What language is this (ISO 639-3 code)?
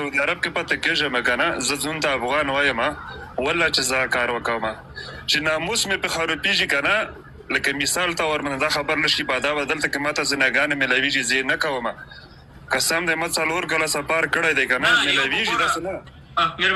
pus